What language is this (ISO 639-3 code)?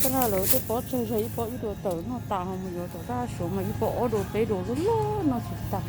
hmn